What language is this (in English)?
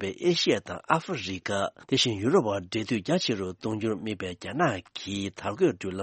Tibetan